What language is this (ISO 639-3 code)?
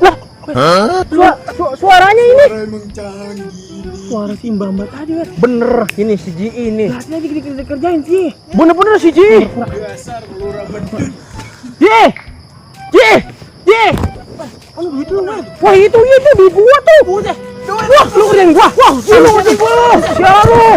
bew